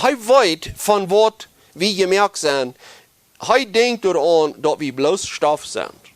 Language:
Plautdietsch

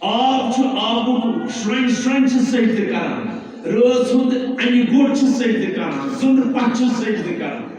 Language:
Kashmiri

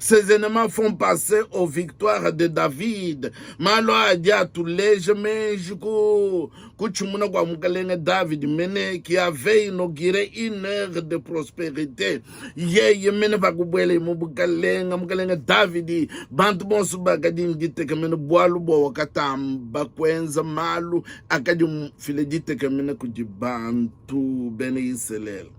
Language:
Luba-Lulua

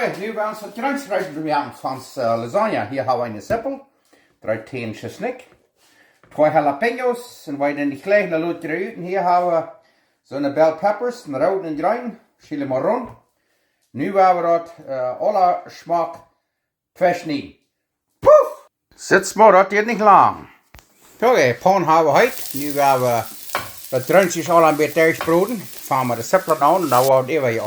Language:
Plautdietsch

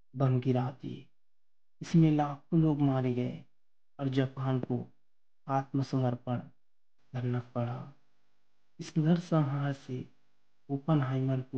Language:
Hindi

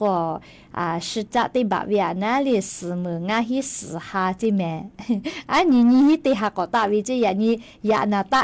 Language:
Lahu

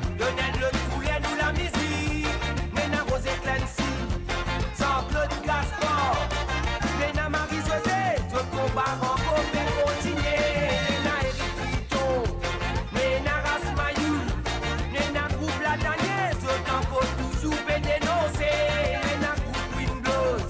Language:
Morisyen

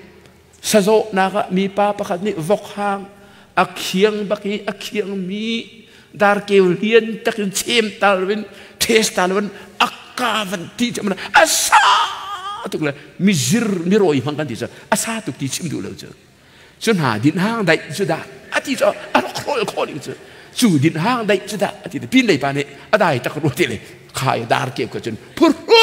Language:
Hakha Chin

